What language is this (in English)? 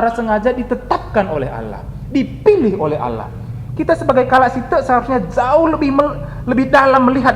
Batak Karo